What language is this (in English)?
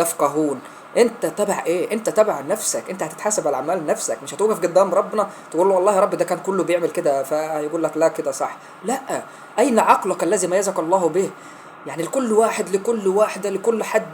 Egyptian Arabic